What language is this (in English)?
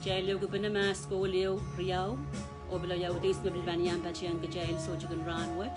Pohnpeian